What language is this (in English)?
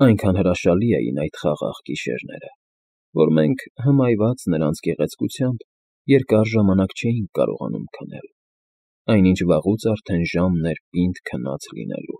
Armenian